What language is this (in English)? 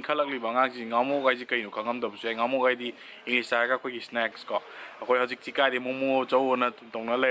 Manipuri